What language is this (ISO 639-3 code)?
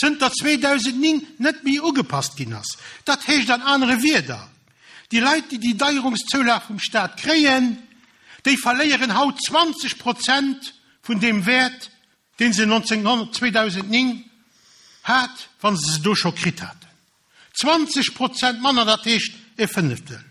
ltz